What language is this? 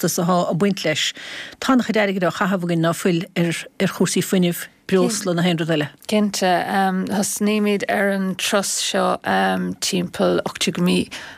Irish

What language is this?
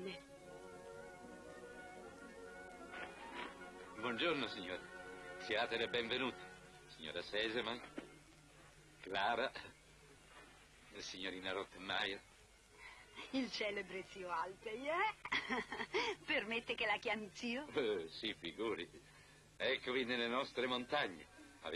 Italian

